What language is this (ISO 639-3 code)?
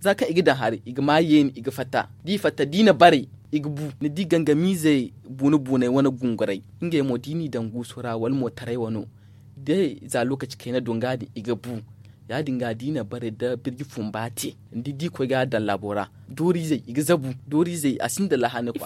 dje